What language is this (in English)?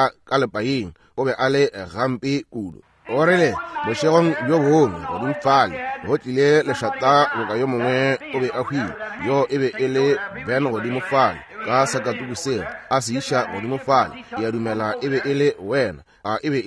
Northern Sotho